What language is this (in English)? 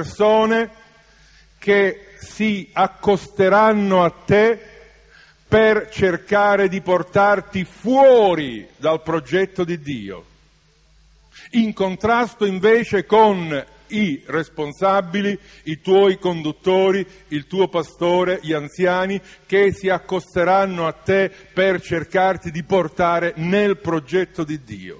Italian